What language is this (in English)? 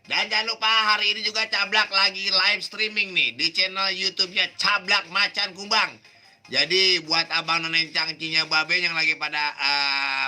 Betawi